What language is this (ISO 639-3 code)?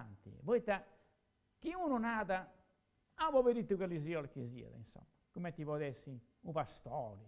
srd